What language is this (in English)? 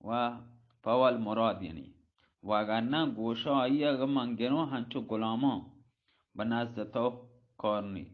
Baluchi